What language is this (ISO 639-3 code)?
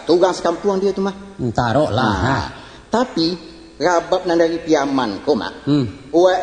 min